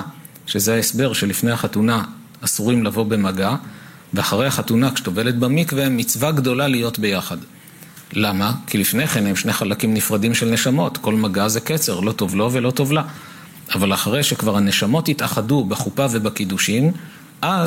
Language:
Hebrew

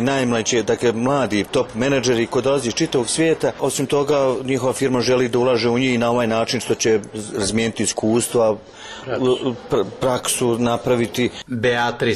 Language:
Bosnian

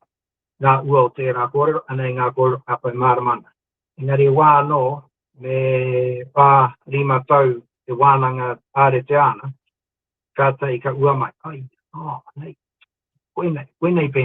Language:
Māori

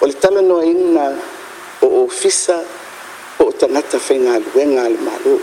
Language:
Samoan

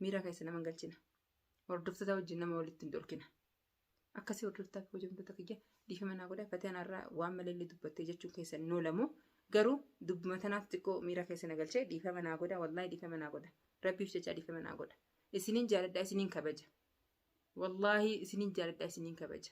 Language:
Oromo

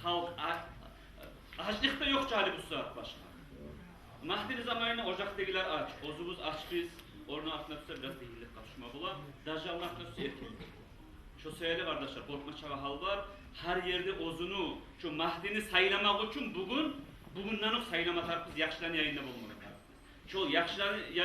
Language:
Kumyk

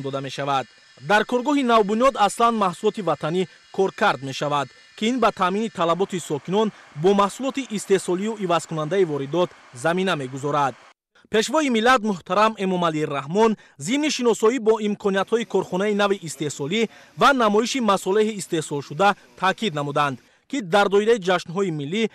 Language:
Tajik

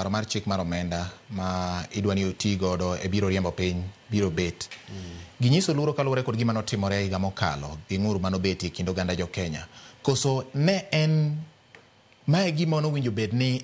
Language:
Luo (Kenya and Tanzania)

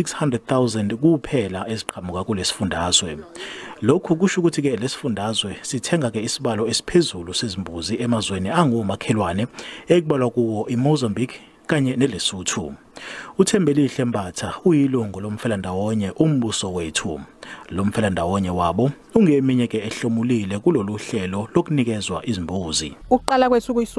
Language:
Zulu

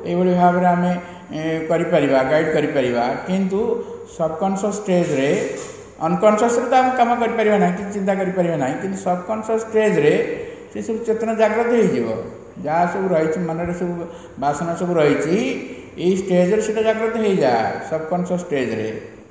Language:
Odia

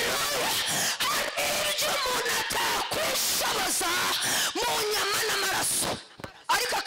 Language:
Kinyarwanda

